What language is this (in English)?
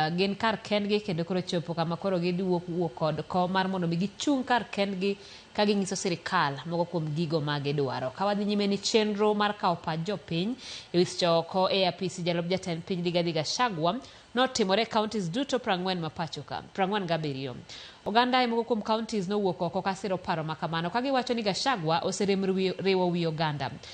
Luo (Kenya and Tanzania)